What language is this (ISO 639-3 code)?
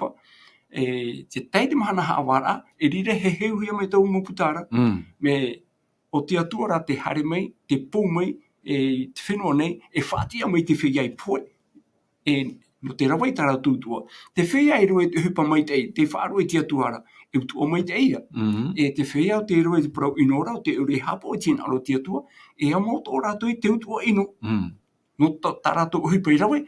tah